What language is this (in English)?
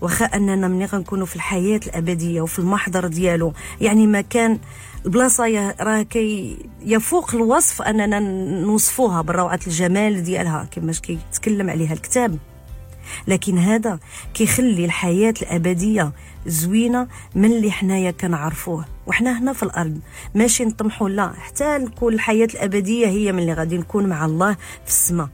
Moroccan Arabic